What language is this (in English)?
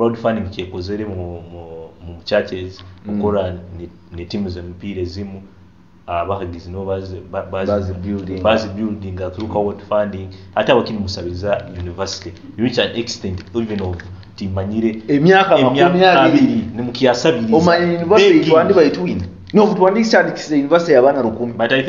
Nyoro